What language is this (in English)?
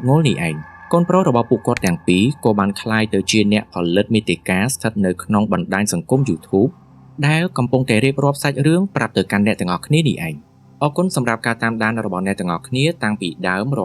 Khmer